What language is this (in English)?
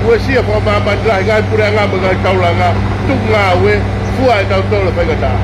Tongan